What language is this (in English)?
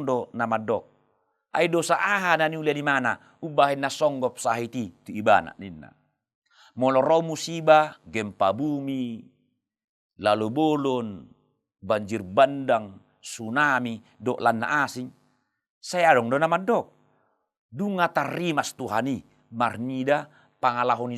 Batak Toba